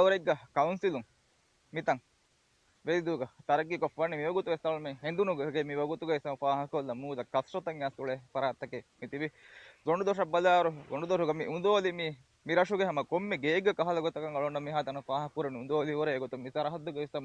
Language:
Divehi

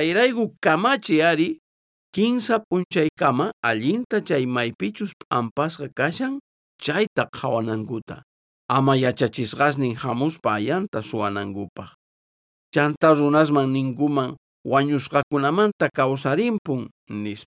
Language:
South Bolivian Quechua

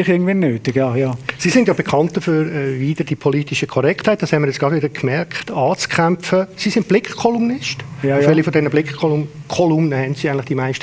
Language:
Swiss German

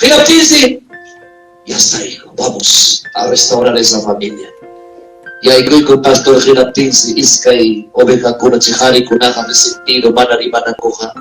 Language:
Ayacucho Quechua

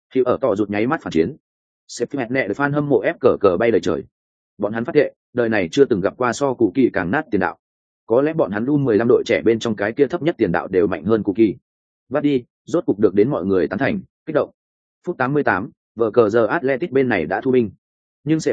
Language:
Vietnamese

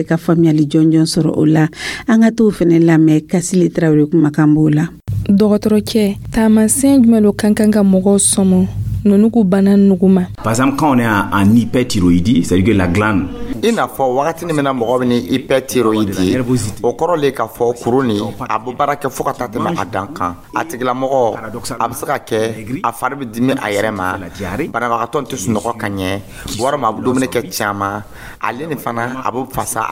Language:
Dyula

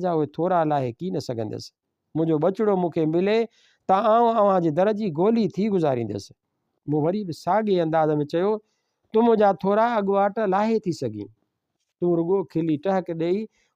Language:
Sindhi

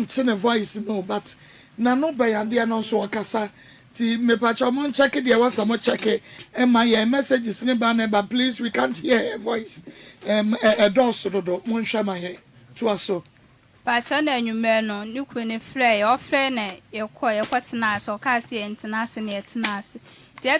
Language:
Akan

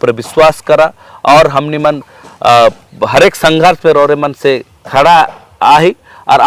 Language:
Sadri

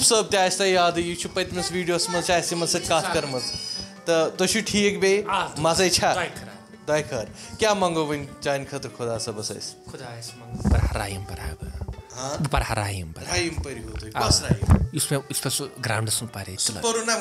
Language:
Kashmiri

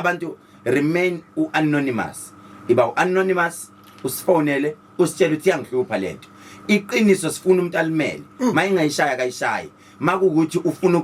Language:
Zulu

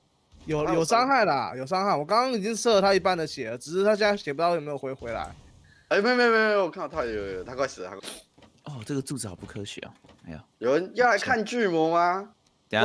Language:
Chinese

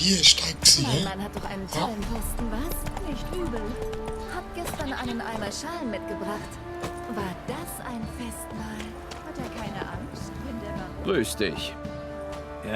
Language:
Swiss German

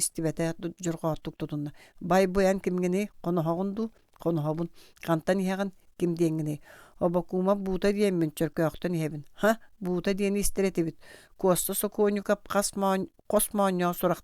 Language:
Yakut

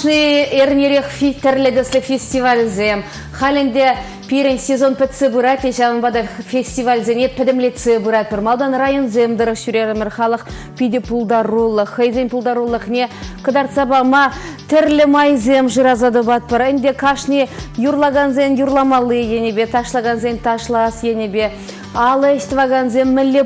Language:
Chuvash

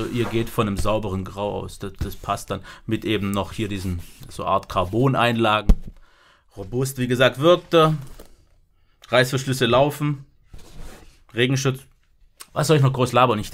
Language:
German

